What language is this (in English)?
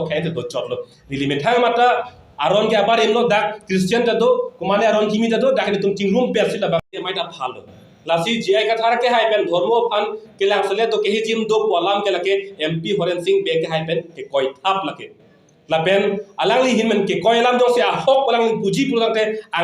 Karbi